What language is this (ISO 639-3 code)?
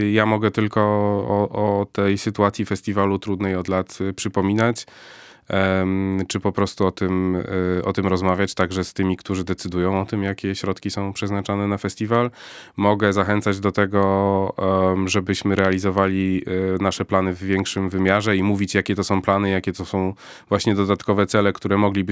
pol